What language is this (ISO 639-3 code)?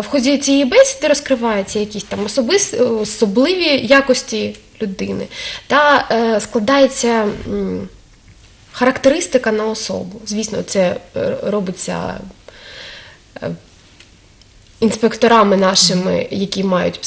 ukr